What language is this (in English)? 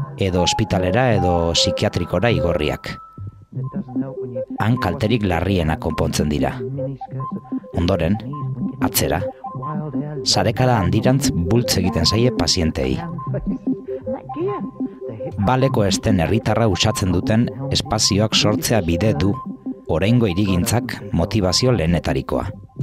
Basque